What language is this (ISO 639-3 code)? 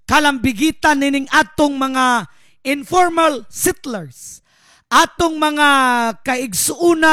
ceb